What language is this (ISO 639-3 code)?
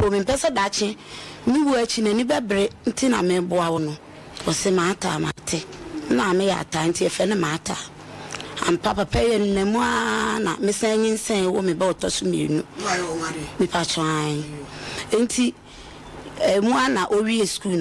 aka